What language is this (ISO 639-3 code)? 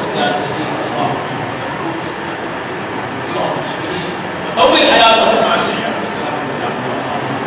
urd